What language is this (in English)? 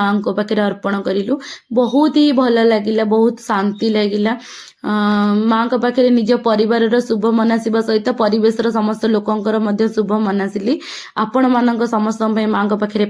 Odia